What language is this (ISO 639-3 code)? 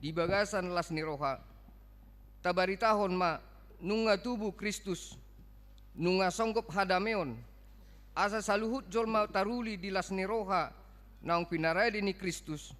bbc